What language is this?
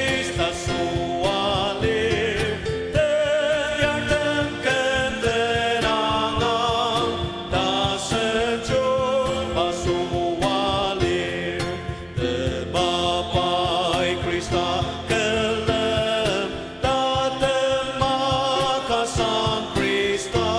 Ao Naga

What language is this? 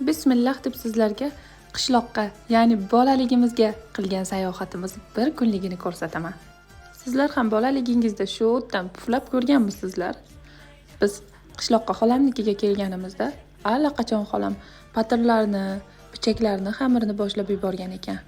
Uzbek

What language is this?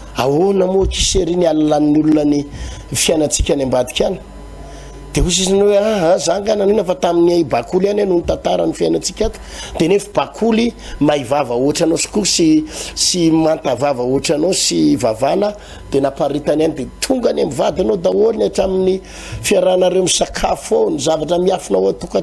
Malagasy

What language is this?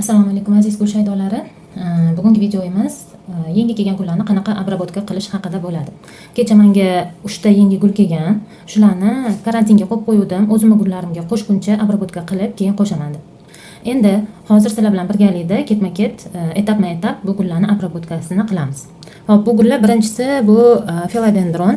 Uzbek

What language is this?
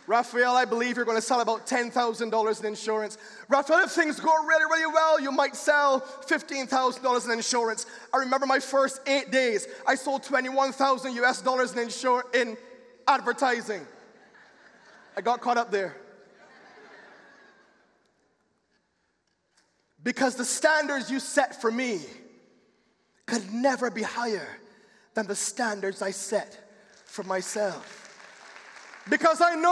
English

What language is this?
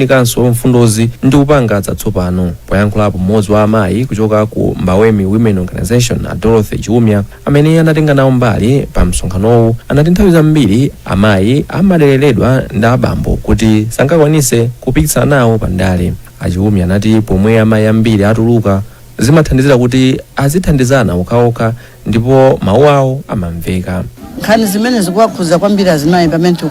Nyanja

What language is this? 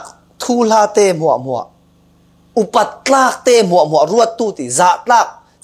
Falam Chin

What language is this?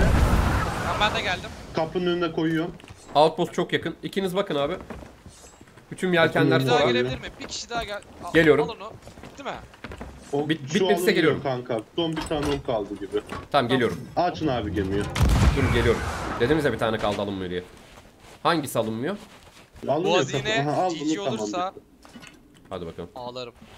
Turkish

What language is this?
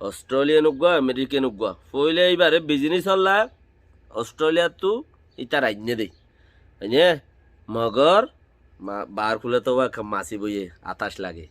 Rohingya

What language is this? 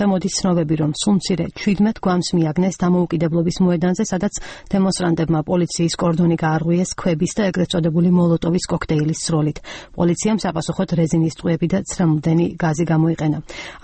Georgian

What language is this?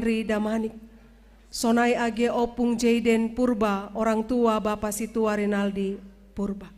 Batak Simalungun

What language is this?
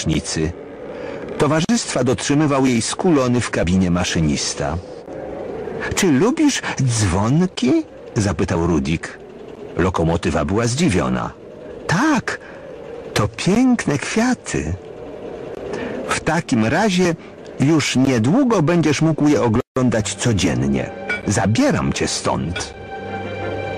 Polish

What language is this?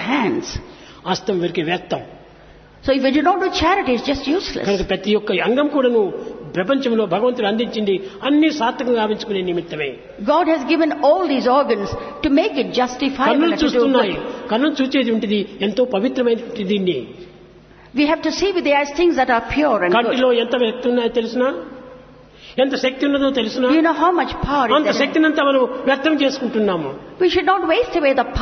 Telugu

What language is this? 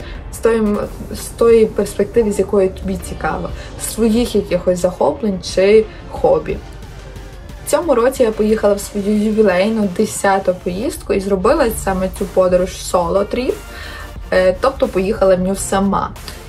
Ukrainian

